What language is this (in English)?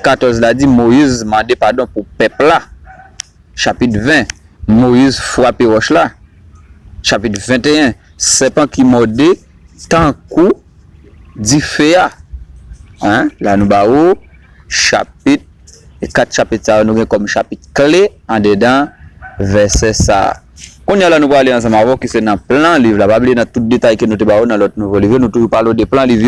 Haitian Creole